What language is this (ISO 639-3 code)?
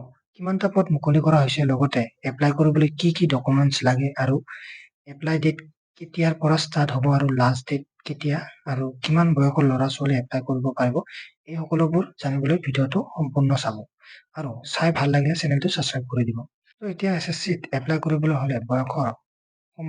asm